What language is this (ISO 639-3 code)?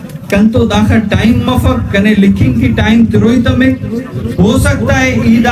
brh